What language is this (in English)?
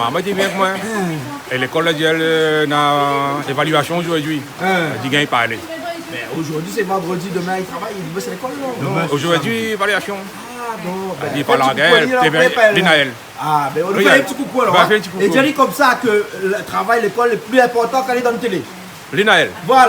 Réunion Creole French